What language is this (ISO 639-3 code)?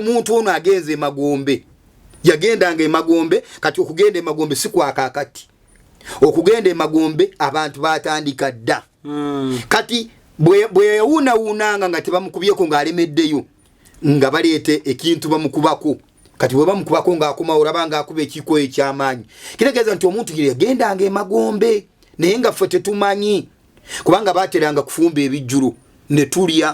lug